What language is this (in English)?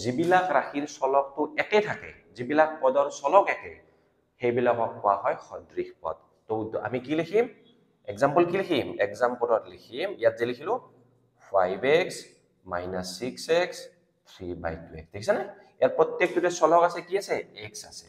Assamese